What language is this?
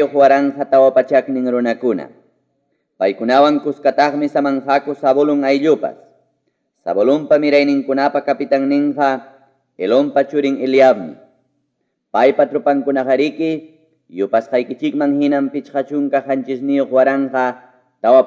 Ayacucho Quechua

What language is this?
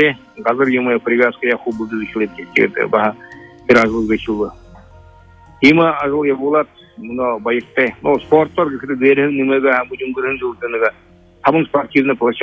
Buriat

